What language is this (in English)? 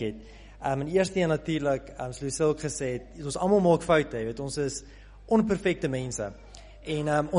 Afrikaans